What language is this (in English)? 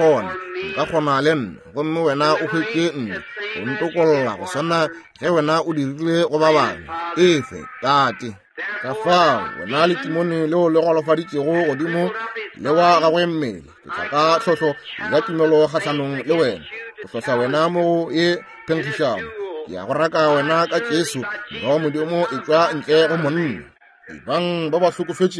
Northern Sotho